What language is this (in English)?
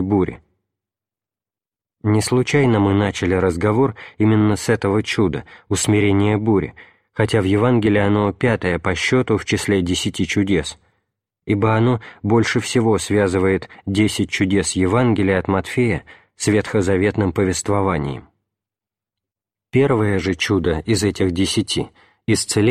Russian